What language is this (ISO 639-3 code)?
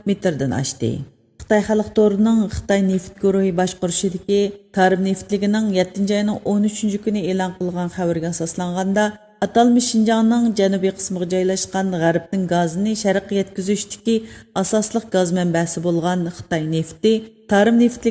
uig